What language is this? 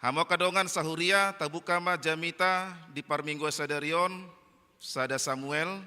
Batak Toba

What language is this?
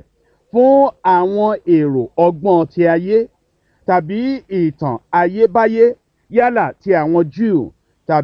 Yoruba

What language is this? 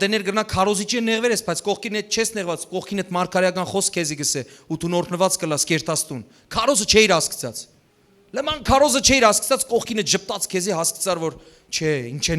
Western Armenian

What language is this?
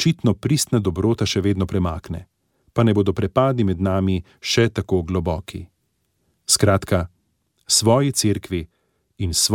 Slovenian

